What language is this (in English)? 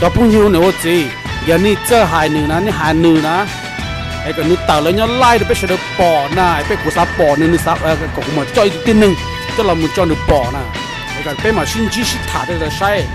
Hmong